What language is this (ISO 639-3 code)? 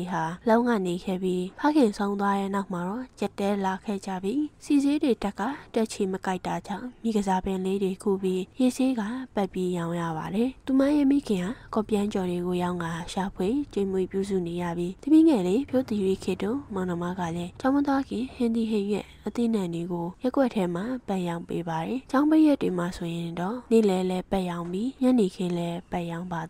mya